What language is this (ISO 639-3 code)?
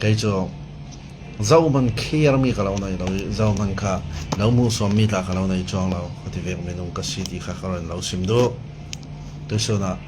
cfm